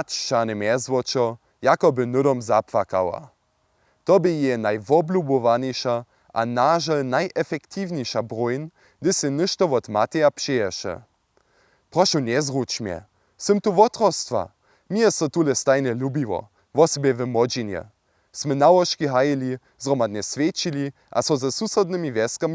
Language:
Upper Sorbian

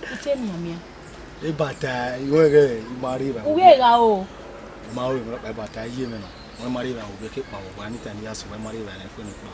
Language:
Bini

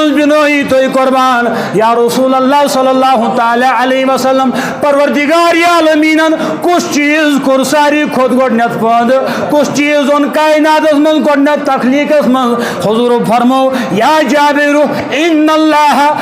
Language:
Kashmiri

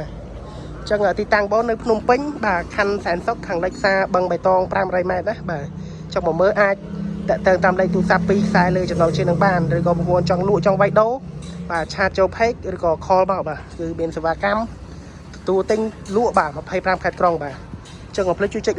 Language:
Khmer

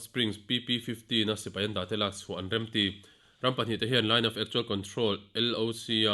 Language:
Mizo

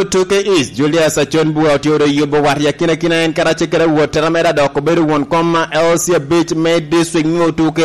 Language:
Lango (Uganda)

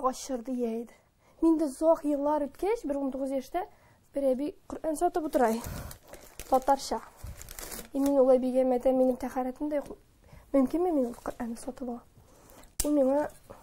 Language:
Tatar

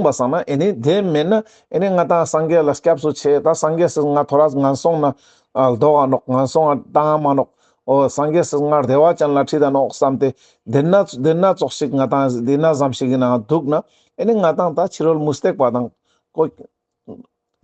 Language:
Ladakhi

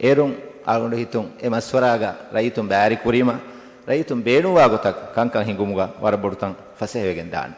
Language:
Divehi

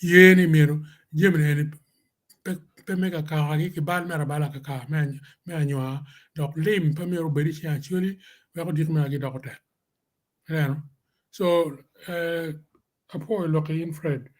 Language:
Acoli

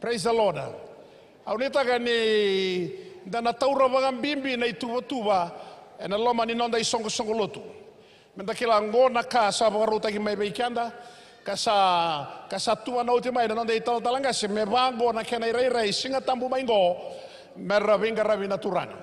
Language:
Fijian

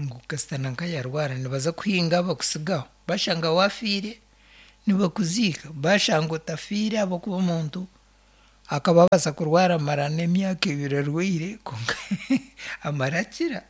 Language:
Nyankole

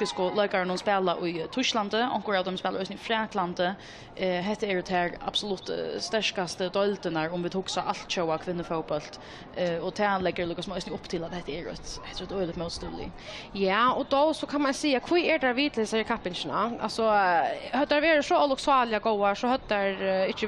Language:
Faroese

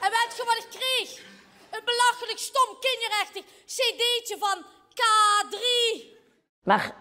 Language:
Limburgish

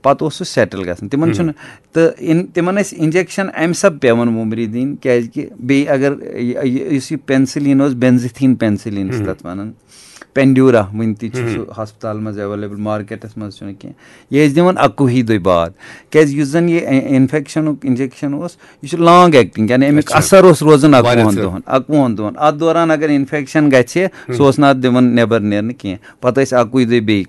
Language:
Kashmiri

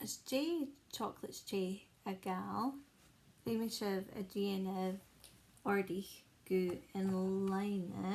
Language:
Scottish Gaelic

